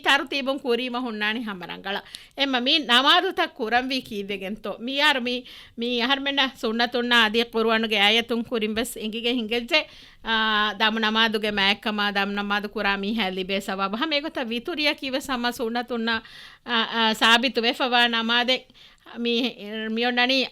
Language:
Divehi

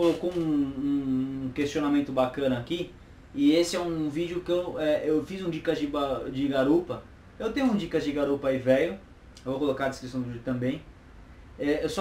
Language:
Portuguese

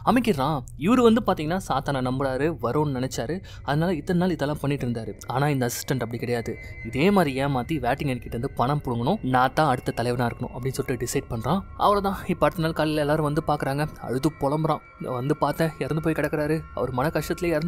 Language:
Tamil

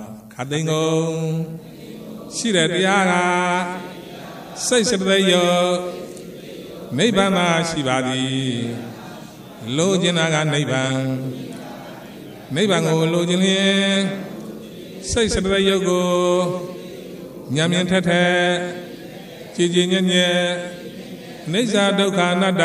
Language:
Burmese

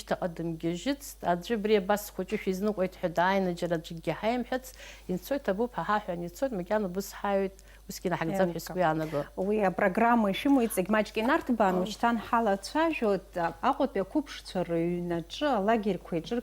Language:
Abkhazian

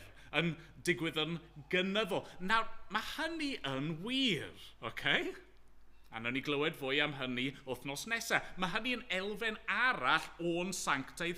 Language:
Welsh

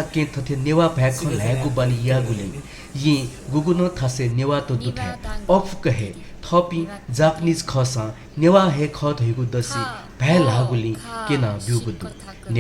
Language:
Newari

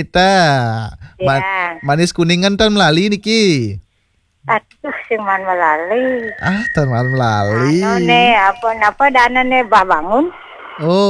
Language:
Balinese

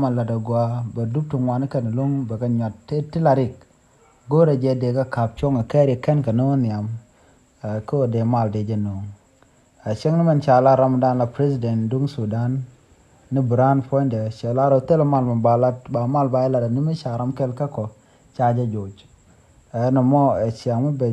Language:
Nuer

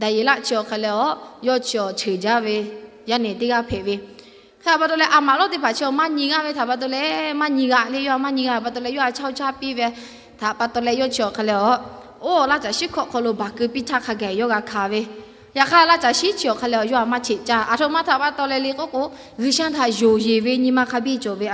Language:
Lahu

